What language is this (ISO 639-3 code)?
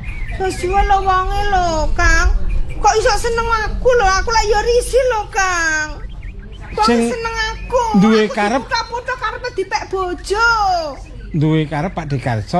jav